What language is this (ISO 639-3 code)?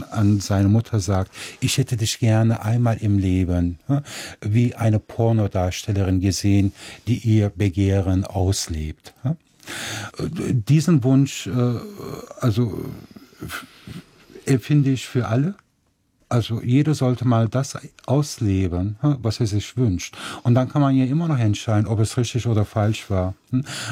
deu